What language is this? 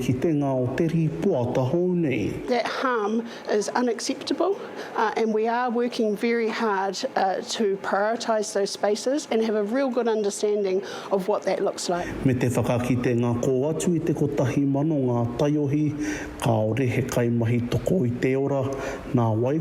Māori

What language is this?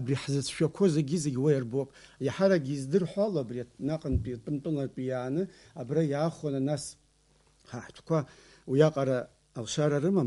Abkhazian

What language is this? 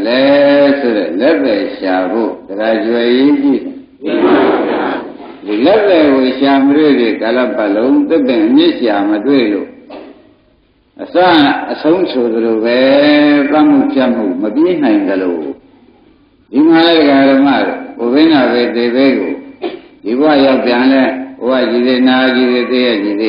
Burmese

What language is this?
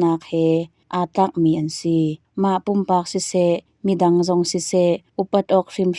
Hakha Chin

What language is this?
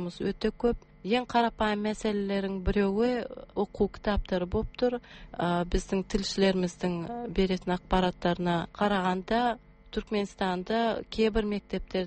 Kazakh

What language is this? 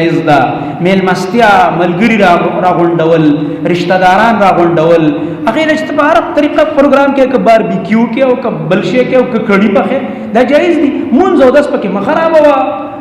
Pashto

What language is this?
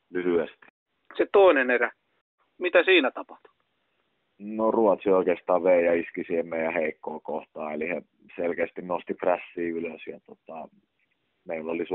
Finnish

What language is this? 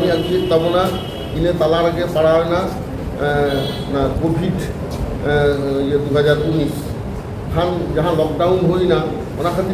Santali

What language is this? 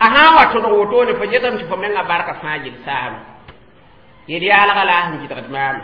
Mossi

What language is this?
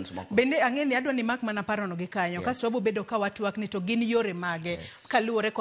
Luo (Kenya and Tanzania)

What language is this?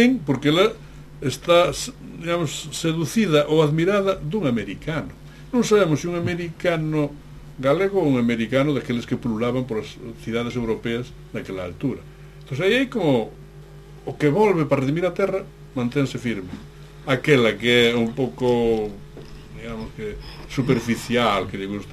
Galician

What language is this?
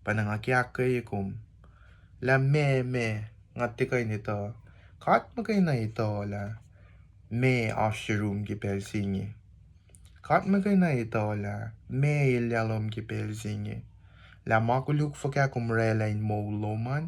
Kosraean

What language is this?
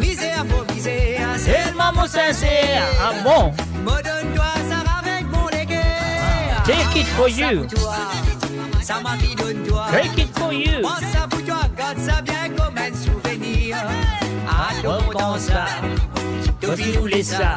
Morisyen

